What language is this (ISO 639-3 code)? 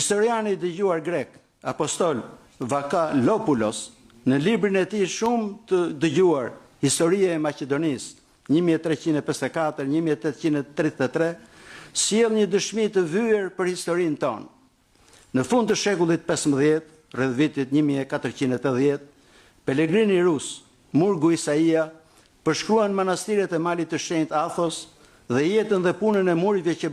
sqi